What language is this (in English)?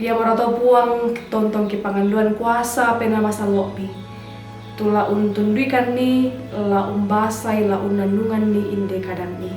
Toraja-Sa'dan